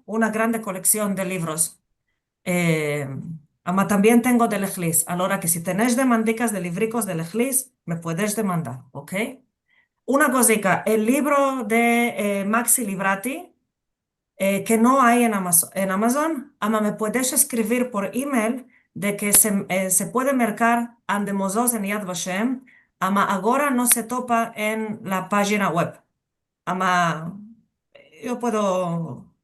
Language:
Ladino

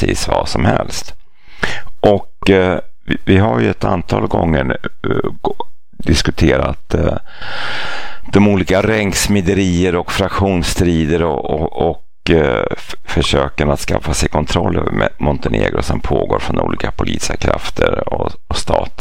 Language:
Swedish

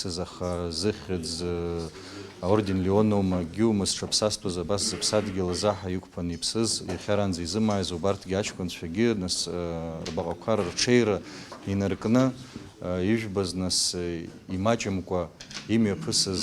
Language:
Abkhazian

